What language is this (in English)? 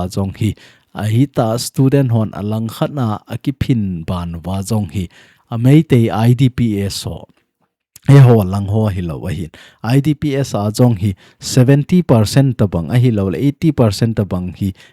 Thado Chin